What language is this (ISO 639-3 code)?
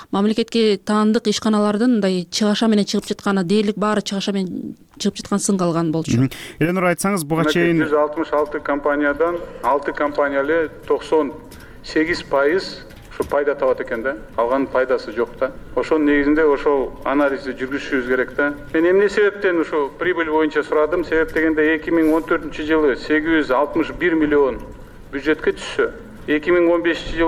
kir